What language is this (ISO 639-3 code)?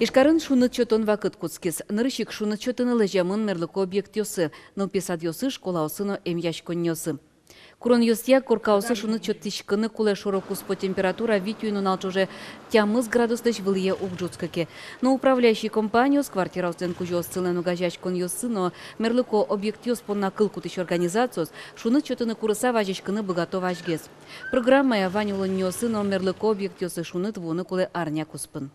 udm